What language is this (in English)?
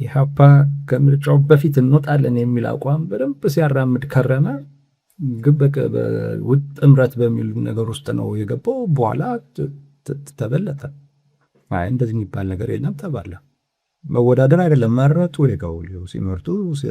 Amharic